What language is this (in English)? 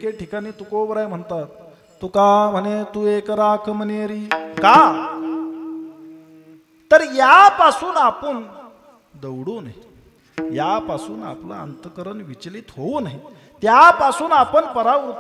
Marathi